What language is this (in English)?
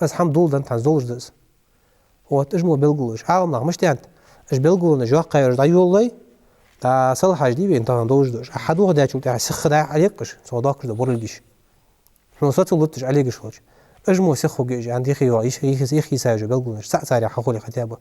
Ingush